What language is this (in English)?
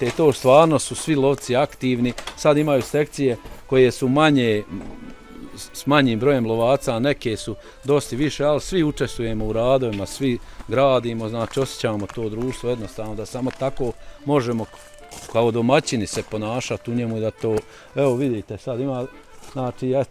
Bosnian